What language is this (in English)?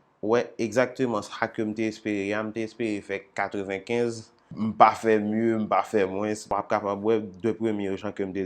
Haitian Creole